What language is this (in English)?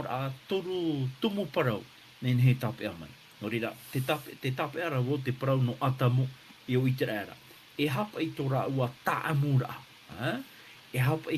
Tahitian